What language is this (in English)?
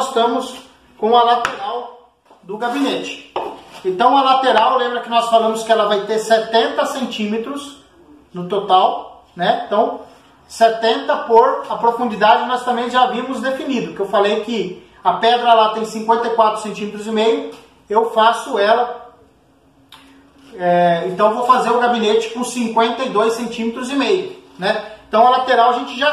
Portuguese